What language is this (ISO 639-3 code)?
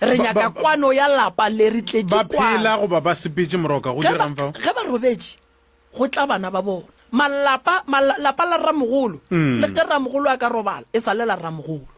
nso